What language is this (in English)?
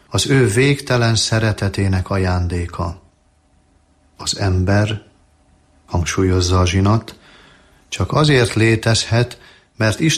Hungarian